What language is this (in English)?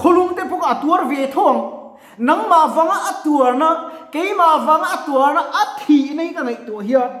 Mizo